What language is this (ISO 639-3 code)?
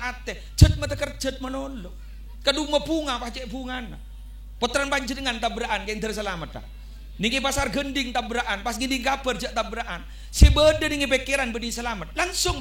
mad